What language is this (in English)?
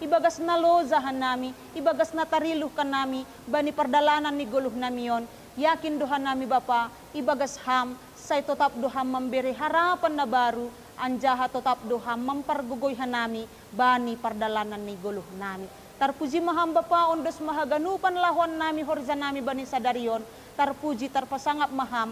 Batak Simalungun